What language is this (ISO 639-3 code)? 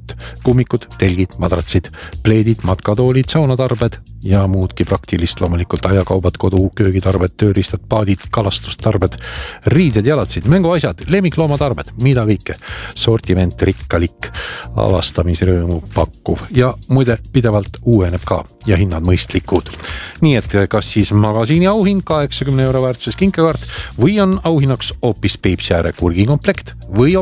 est